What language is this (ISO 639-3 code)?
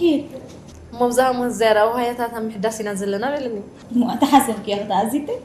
tir